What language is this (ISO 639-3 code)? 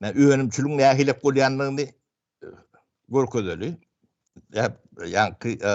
tuk